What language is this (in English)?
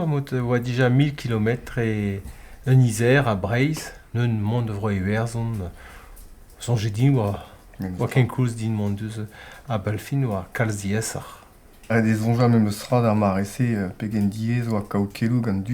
Breton